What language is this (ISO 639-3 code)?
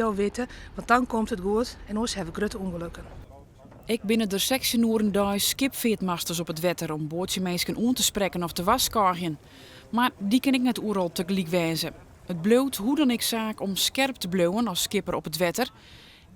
fry